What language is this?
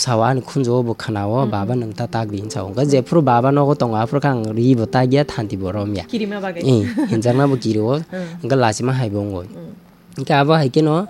Kok Borok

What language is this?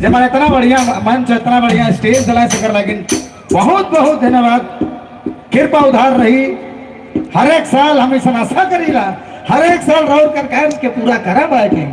Sadri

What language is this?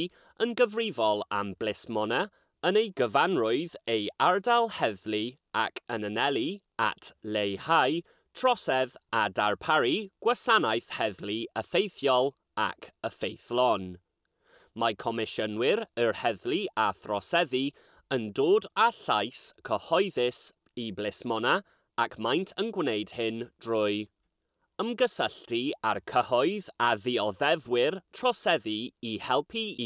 Welsh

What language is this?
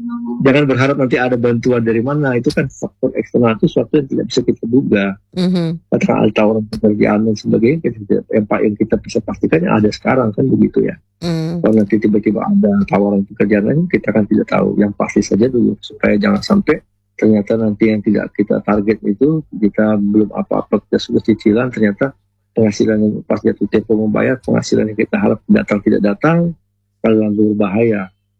Indonesian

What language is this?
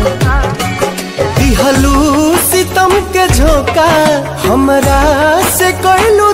Bhojpuri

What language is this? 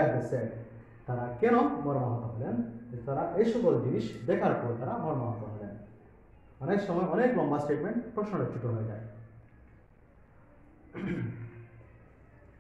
Bangla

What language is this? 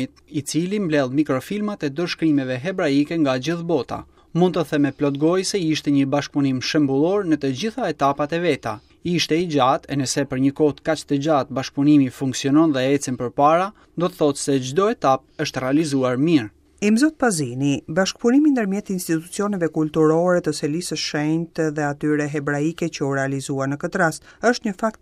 Albanian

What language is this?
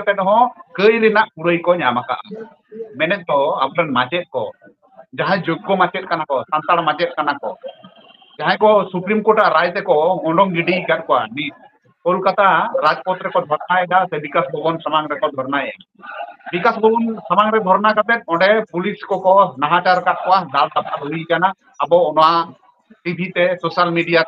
Santali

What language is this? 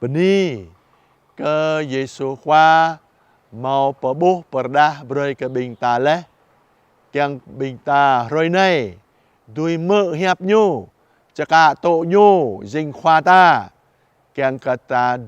Jarai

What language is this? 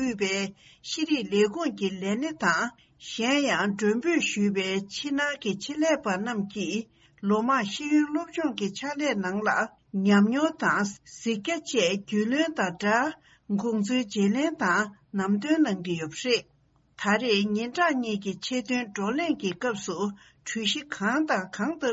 Tibetan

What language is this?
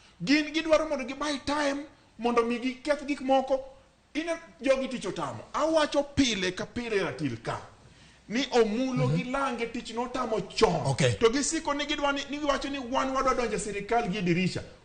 Luo (Kenya and Tanzania)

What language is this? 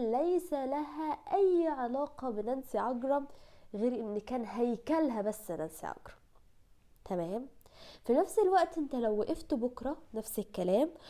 Egyptian Arabic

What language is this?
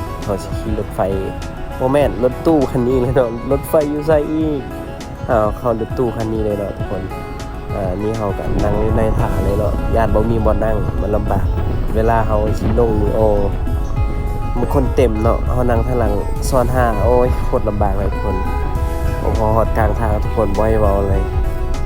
Lao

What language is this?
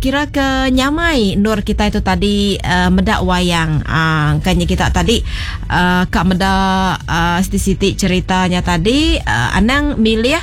Iban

